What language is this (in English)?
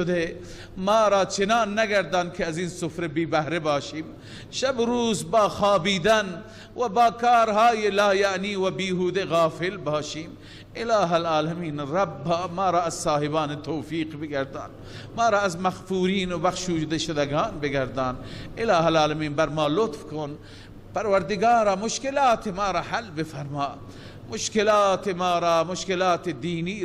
Persian